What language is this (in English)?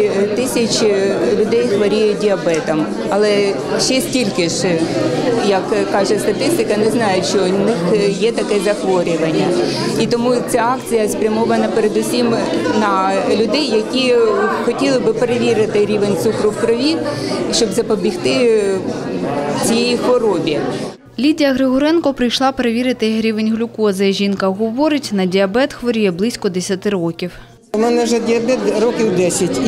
Ukrainian